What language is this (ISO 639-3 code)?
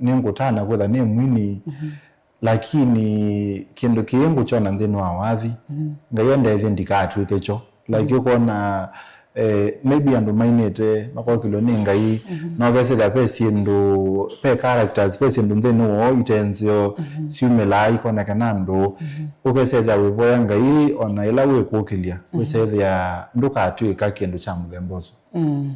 kam